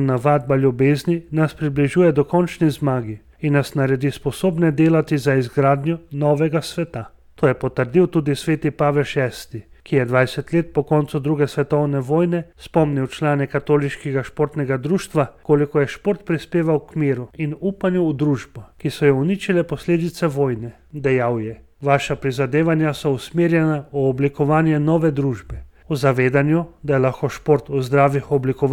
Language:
Slovenian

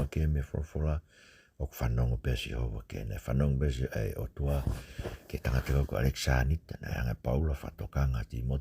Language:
Tongan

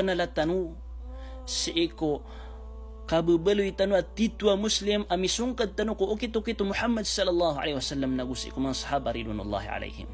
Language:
Maranao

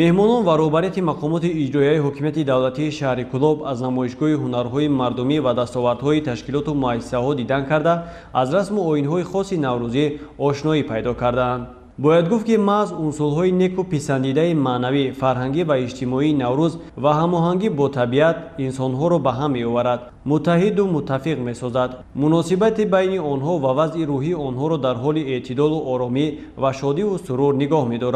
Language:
Tajik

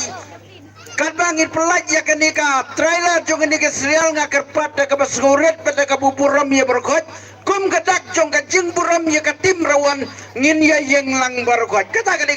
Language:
Khasi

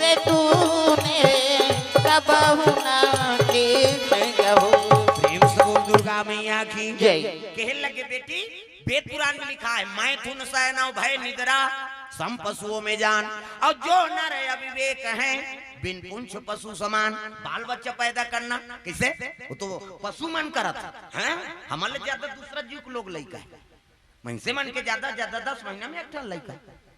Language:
Chhattisgarhi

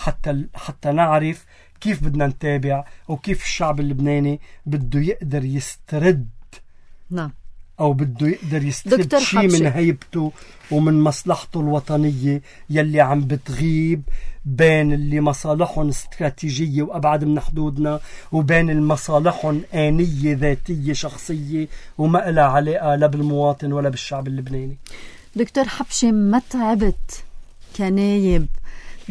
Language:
North Levantine Arabic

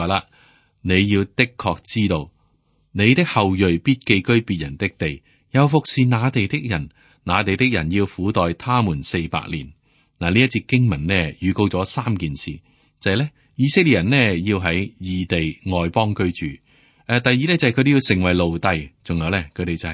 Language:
Cantonese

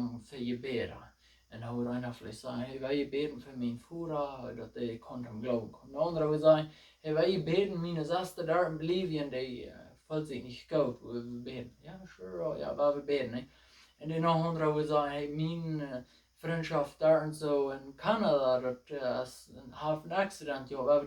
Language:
Plautdietsch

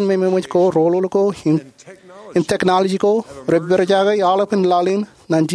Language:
Marshallese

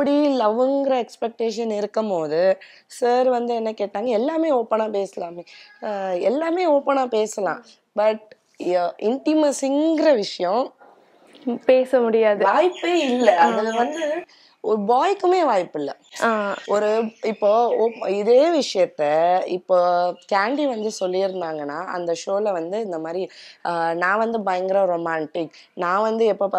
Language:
Tamil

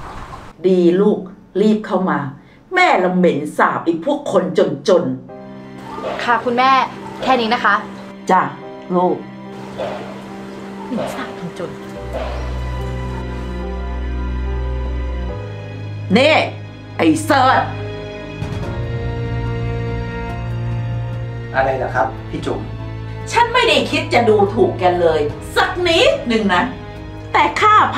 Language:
Thai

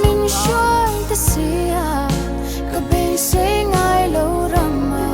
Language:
Mizo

